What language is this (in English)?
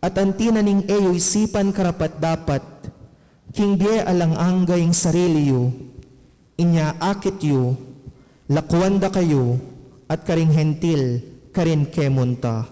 Pampanga